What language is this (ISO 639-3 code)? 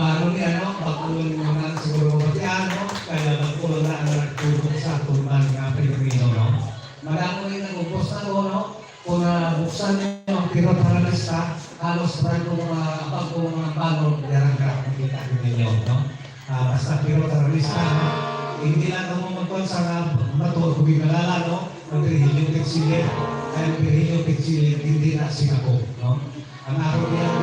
hil